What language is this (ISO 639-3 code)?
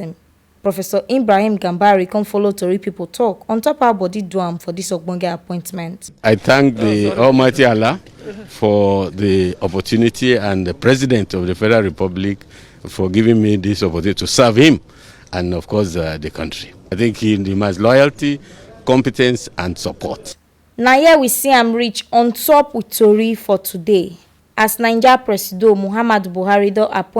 pcm